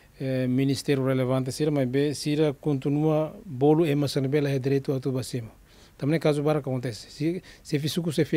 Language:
Tetum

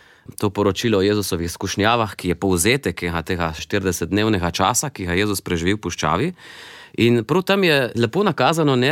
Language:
Slovenian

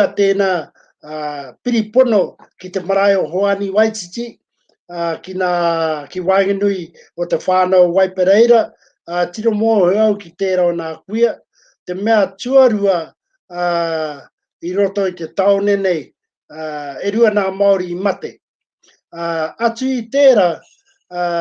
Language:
Māori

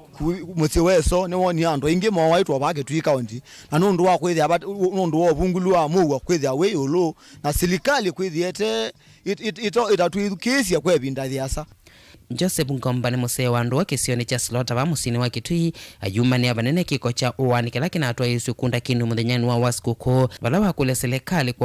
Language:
Kamba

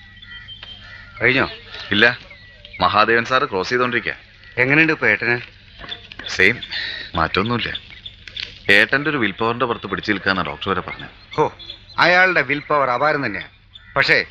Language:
Malayalam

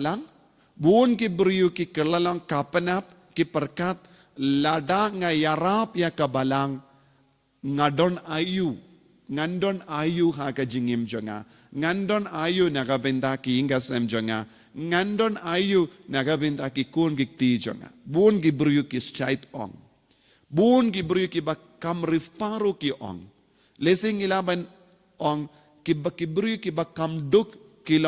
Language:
Khasi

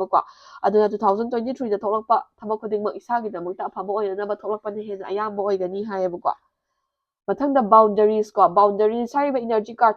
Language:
Manipuri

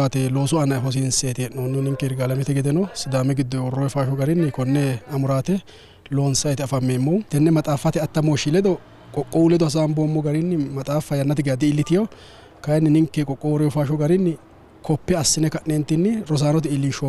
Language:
Sidamo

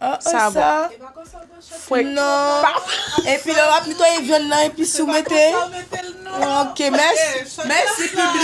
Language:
Haitian Creole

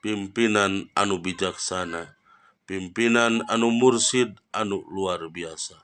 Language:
Sundanese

